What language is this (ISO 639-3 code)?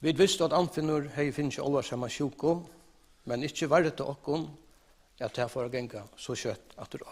fao